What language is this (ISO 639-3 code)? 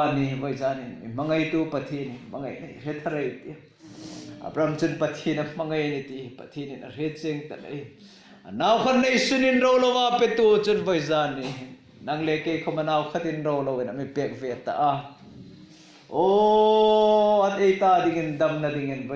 hmr